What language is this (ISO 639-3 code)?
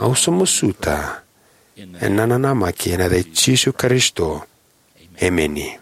fij